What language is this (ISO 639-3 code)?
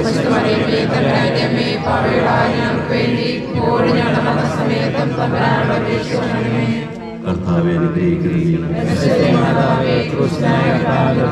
mal